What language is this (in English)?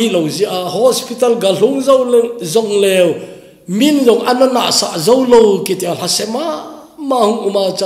Thado Chin